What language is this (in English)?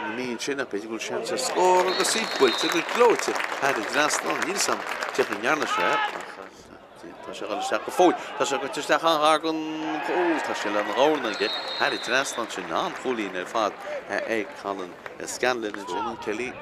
Irish